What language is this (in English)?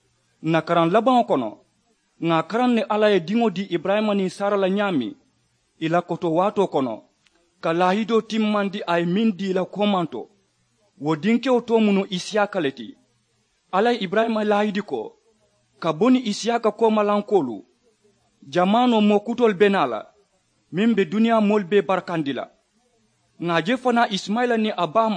Mandingo